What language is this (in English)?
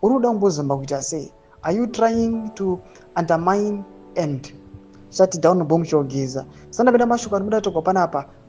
Shona